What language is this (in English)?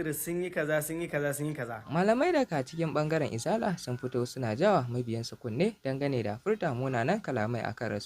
Hausa